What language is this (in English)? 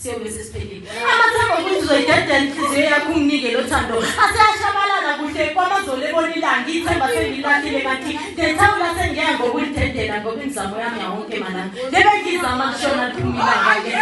Zulu